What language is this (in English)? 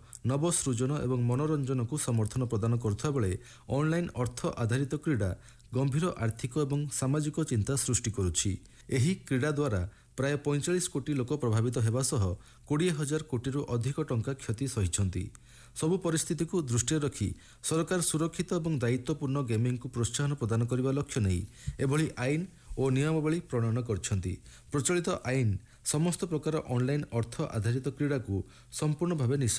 Odia